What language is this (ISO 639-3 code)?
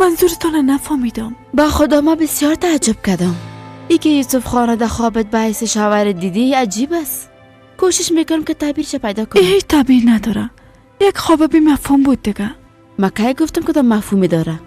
fas